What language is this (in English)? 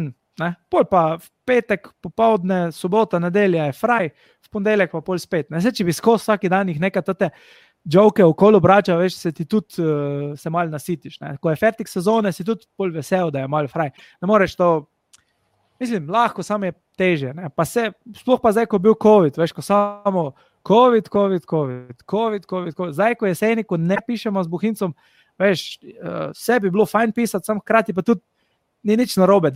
Slovenian